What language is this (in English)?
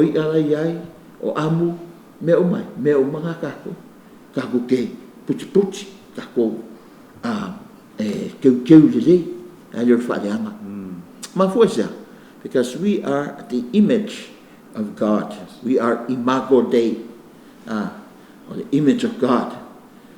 Samoan